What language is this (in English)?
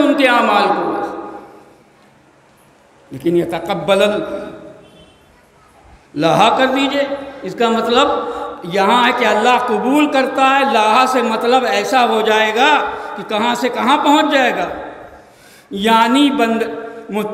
Urdu